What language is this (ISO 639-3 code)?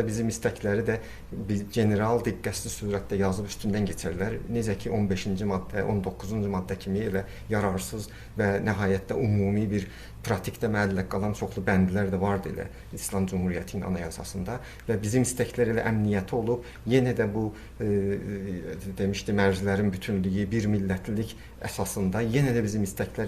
azb